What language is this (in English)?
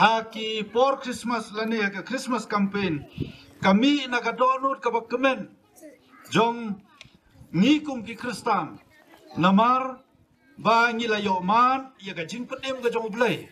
Khasi